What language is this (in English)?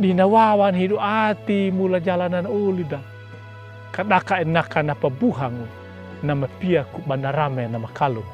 Anakalangu